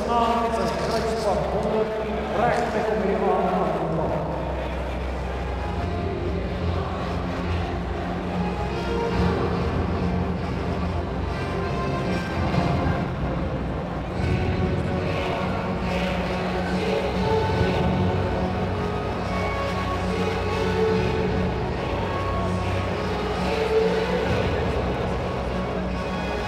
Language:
Afrikaans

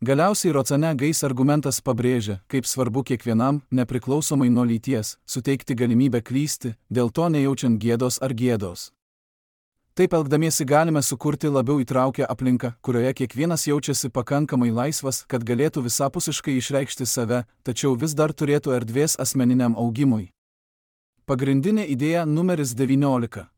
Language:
Lithuanian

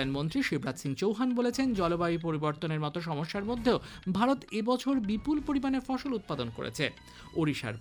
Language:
Bangla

